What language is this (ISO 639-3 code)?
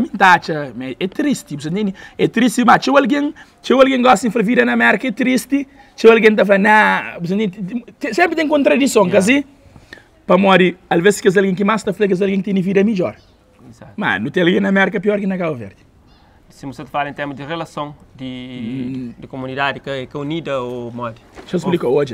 kea